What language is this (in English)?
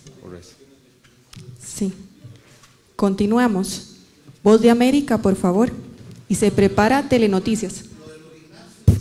Spanish